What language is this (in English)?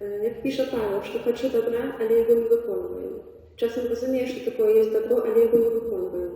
Belarusian